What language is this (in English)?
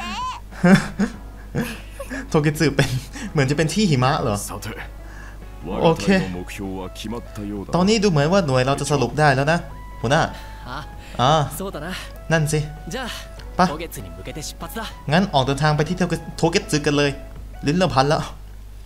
Thai